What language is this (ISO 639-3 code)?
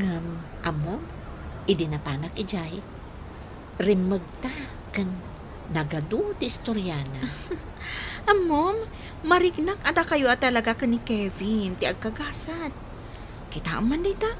ilo